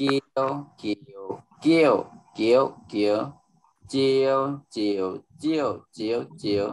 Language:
Shan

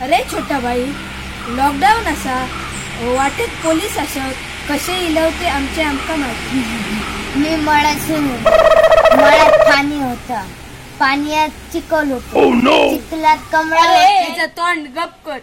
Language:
Konkani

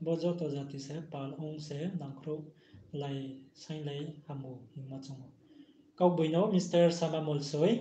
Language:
Riang (India)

